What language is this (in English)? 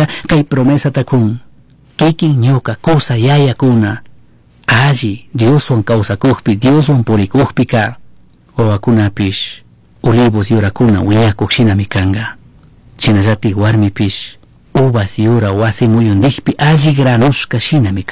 Chimborazo Highland Quichua